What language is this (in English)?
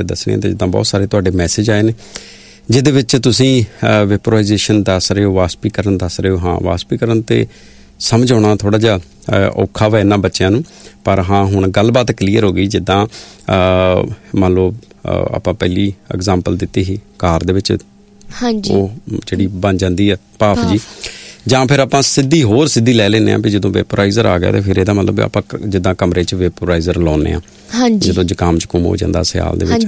Punjabi